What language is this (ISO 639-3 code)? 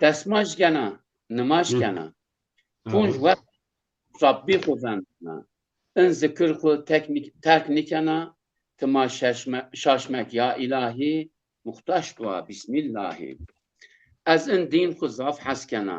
zza